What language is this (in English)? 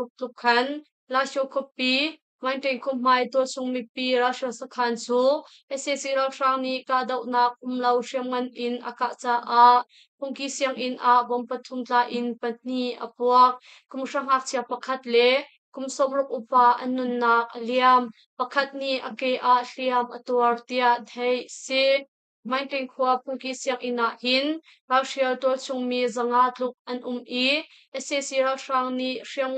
Hakha Chin